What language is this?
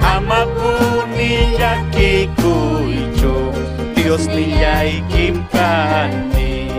Ayacucho Quechua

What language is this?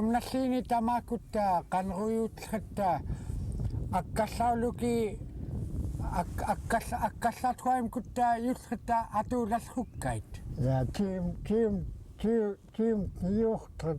Central Yupik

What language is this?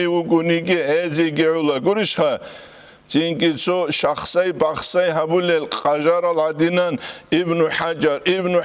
Avaric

